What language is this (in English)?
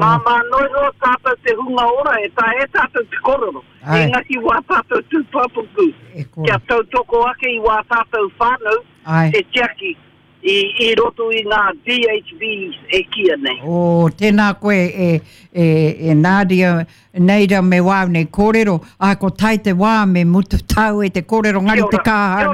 Māori